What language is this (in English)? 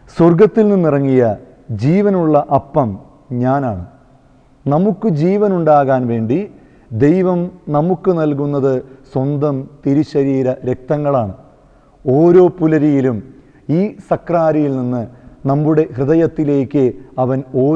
Malayalam